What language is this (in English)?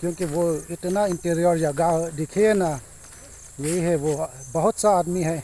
Karbi